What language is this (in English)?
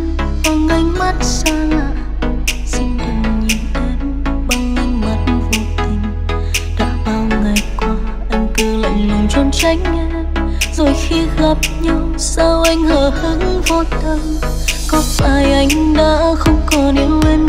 Vietnamese